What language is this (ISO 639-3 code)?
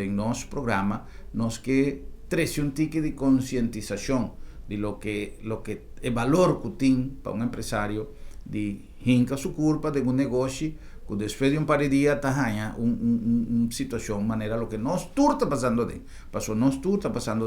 pap